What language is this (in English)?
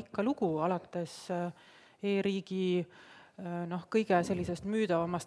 Estonian